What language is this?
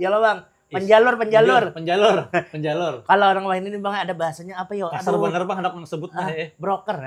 Banjar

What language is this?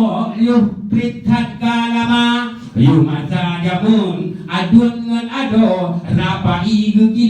Achinese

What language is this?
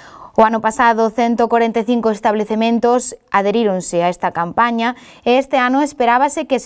Galician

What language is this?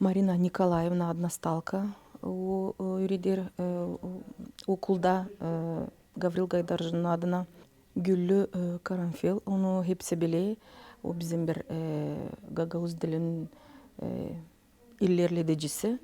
Gagauz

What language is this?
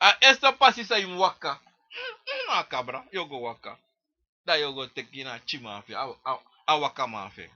Sranan Tongo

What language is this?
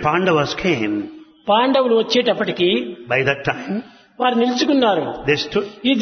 Telugu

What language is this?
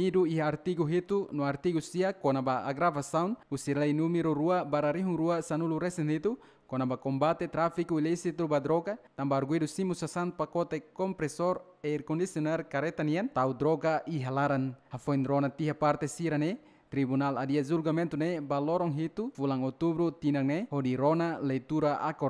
Tetum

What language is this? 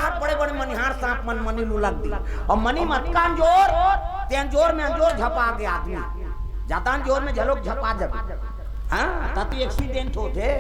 Chhattisgarhi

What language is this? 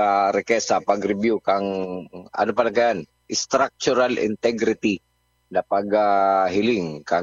Bikol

